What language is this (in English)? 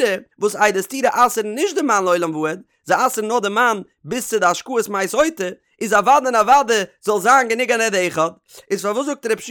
Yiddish